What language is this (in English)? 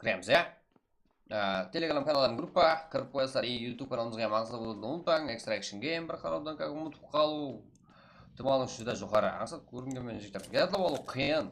Kara-Kalpak